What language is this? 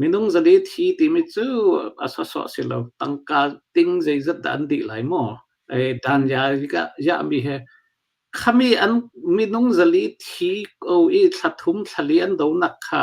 Hakha Chin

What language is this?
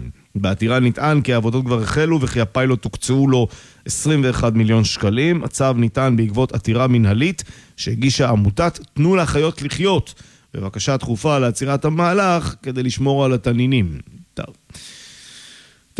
Hebrew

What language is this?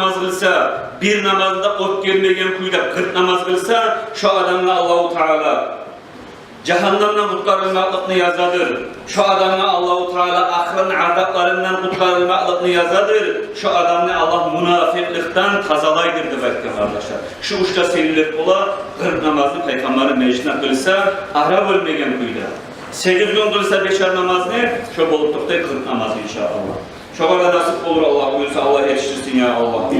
Kumyk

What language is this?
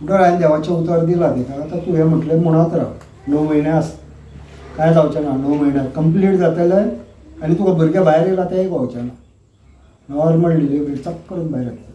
Konkani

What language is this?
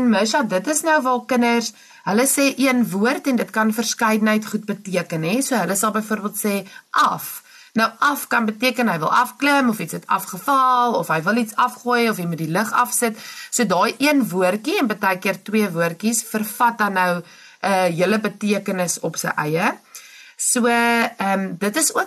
Afrikaans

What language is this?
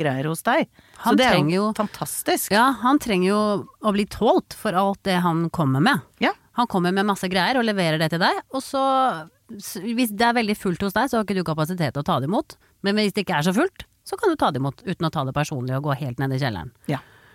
Norwegian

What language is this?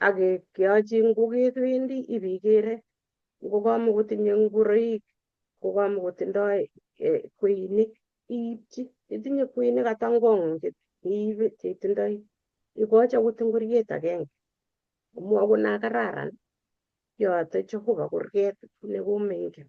Kalenjin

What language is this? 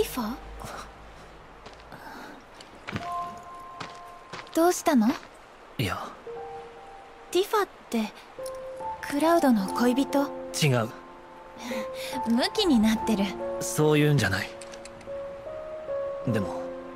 Japanese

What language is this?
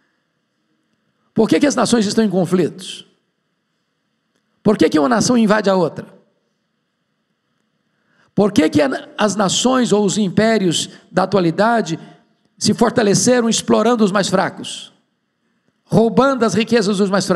Portuguese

